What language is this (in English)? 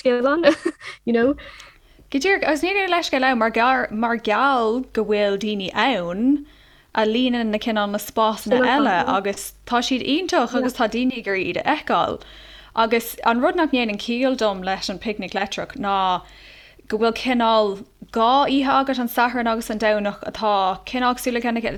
Irish